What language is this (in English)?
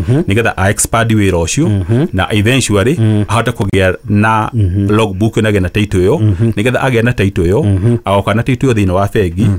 Kikuyu